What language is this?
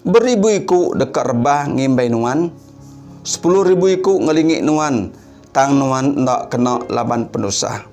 Iban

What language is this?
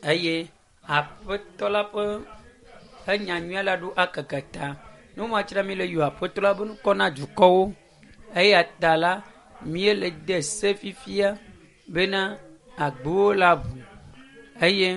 Ewe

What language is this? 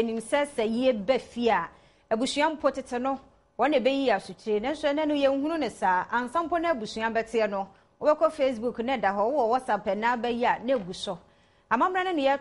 Akan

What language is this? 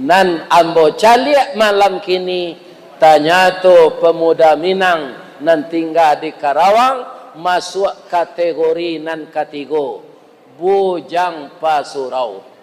Minangkabau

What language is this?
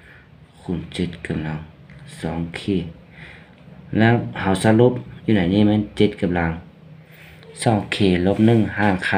Thai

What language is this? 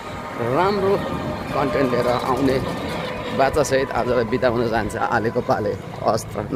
Nepali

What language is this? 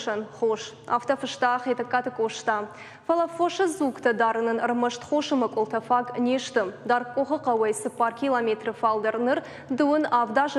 Ossetic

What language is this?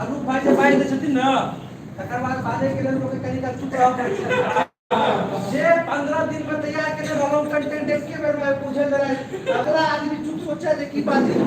Maithili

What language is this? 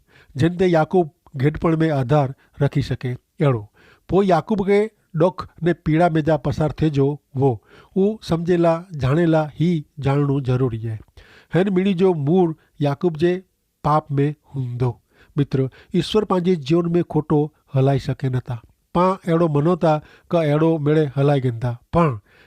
Kachhi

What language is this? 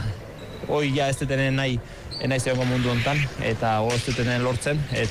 Basque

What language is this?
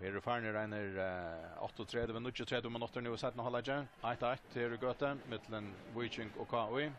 Faroese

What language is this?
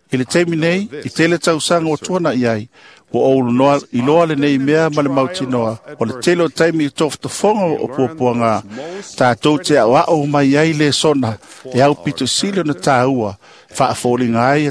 Samoan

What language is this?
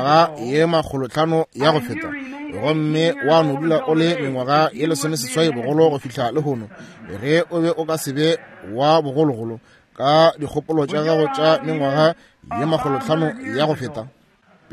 Northern Sotho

